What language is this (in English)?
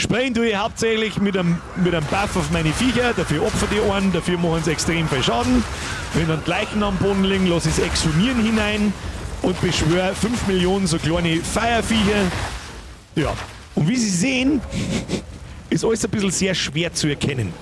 Bavarian